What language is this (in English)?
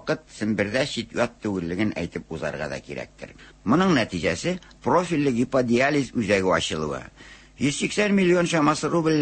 Tatar